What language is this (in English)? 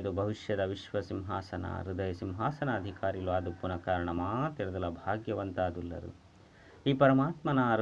Tulu